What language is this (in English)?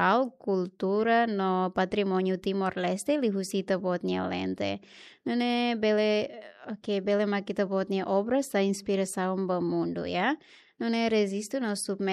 Tetum